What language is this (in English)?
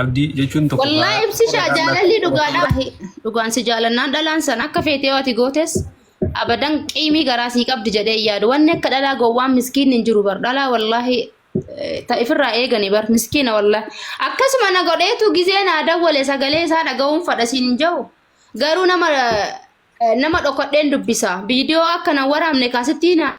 Oromo